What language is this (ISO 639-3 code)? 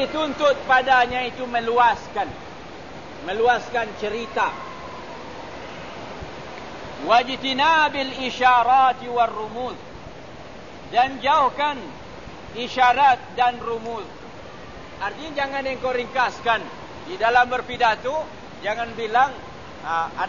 msa